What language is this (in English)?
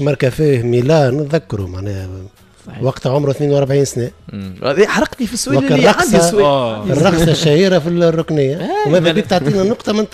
Tunisian Arabic